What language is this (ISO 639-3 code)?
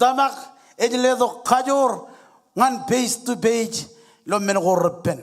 mah